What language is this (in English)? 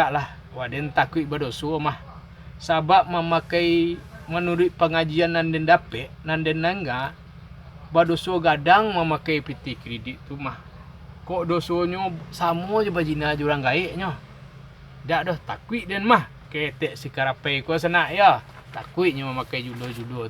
Minangkabau